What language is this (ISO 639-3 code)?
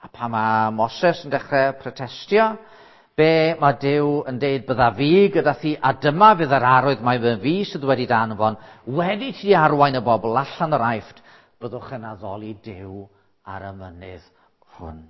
cym